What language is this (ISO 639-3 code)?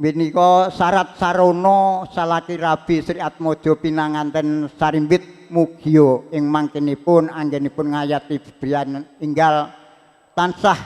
jav